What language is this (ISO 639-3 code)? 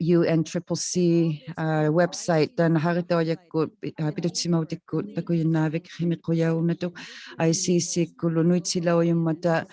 iku